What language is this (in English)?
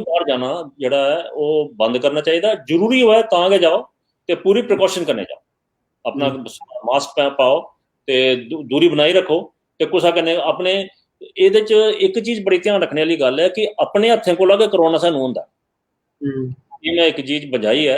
Dogri